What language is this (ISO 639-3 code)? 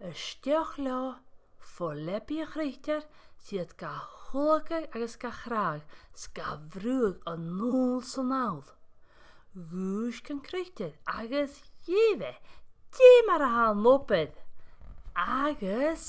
gla